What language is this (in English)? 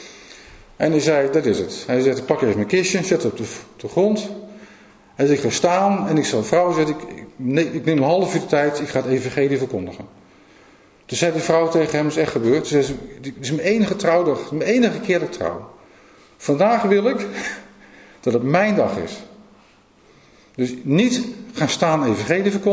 Dutch